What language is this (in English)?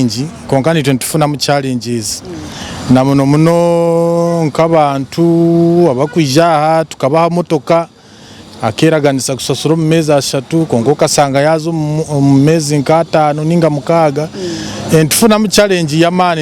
Nyankole